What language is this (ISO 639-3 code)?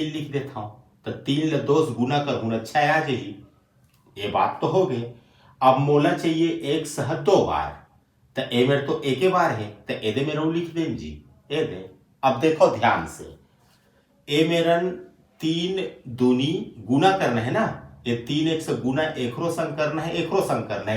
hne